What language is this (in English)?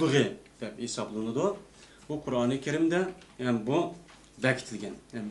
Uyghur